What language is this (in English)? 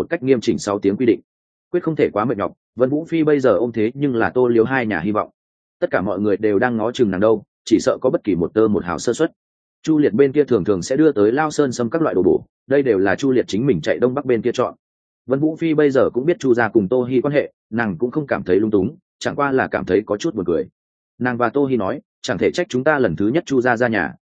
Vietnamese